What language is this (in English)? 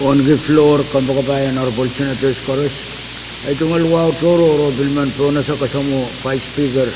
Pohnpeian